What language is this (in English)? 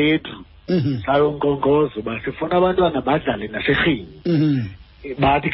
Xhosa